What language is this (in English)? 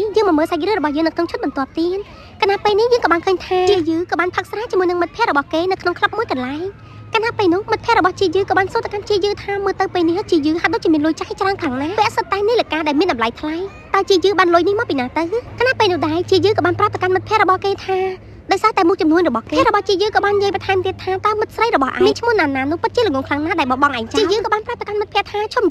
Khmer